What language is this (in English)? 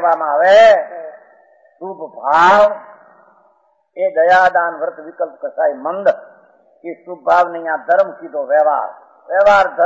Gujarati